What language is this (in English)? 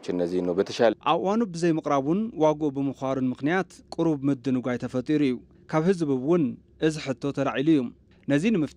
Tigrinya